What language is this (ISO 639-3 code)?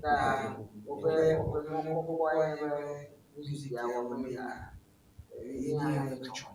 ewe